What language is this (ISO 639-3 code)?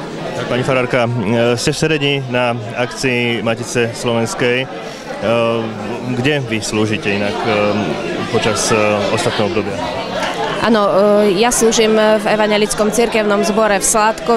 slk